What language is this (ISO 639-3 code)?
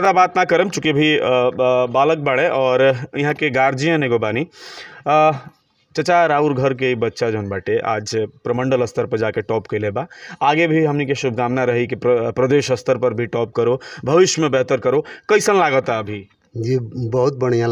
bho